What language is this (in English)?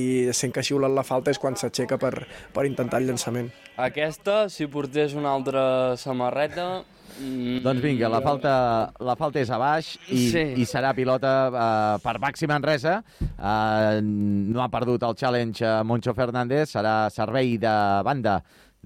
Catalan